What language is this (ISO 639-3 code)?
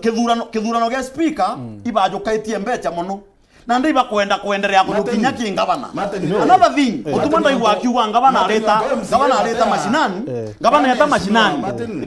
mer